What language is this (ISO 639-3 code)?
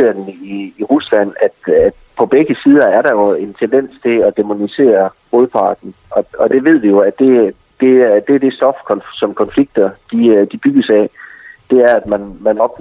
dan